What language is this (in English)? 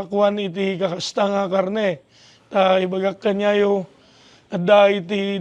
Iloko